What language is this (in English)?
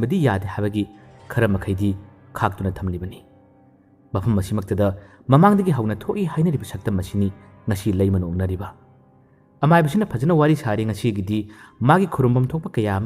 Manipuri